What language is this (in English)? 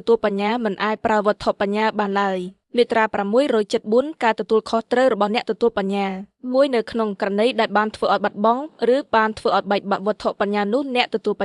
Khmer